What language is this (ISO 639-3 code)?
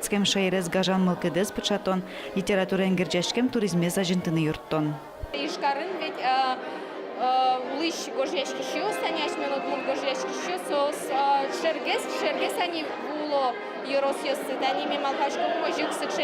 udm